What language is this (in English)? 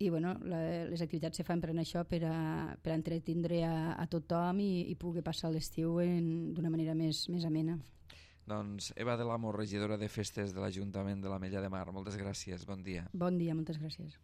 Catalan